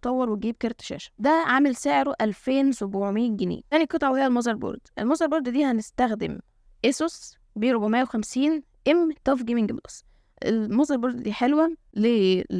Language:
Egyptian Arabic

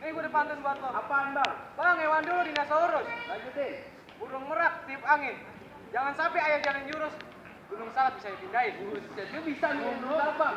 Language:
Betawi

